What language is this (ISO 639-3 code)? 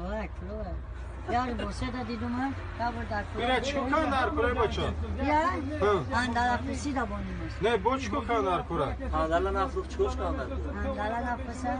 tgk